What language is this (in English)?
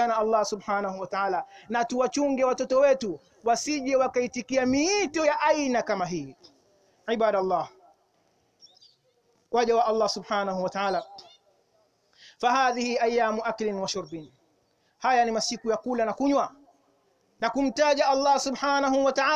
Swahili